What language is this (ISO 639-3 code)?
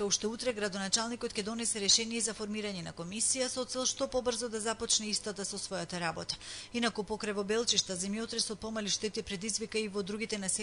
mkd